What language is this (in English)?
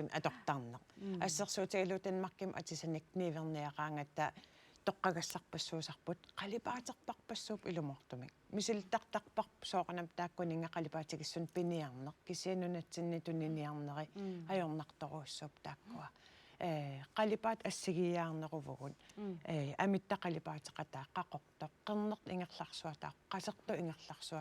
Kalaallisut